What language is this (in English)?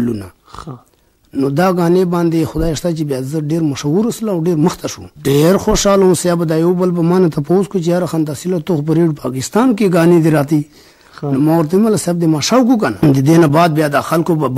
Pashto